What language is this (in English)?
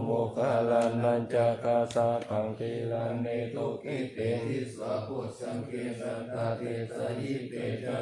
Pali